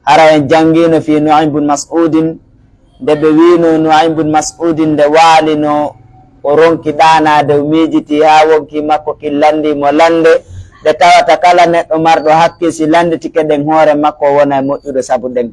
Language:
Pular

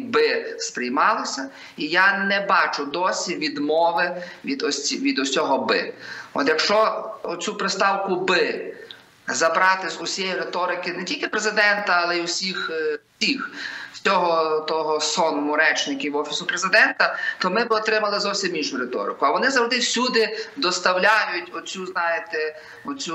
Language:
Ukrainian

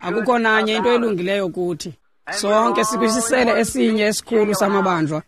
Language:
Xhosa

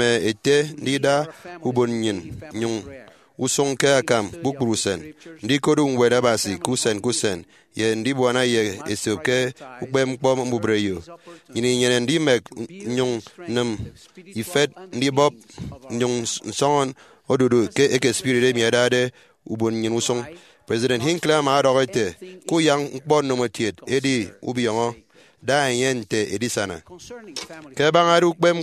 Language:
Efik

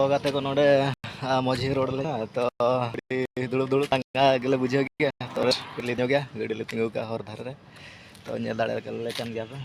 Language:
Santali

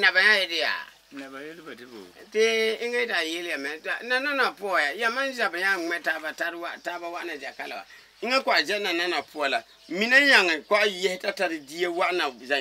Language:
Frafra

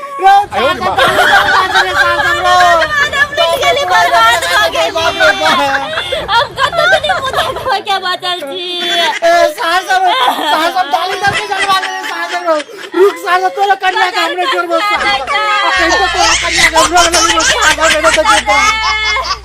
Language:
Maithili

